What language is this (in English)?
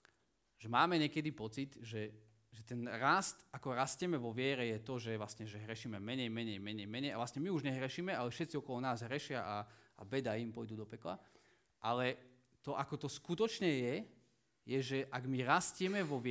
Slovak